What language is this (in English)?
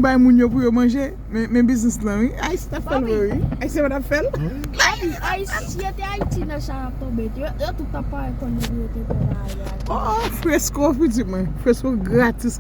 Haitian Creole